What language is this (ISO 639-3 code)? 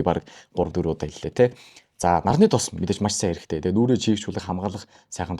mon